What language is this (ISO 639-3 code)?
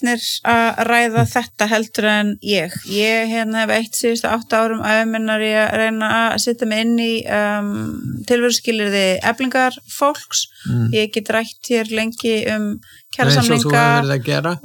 isl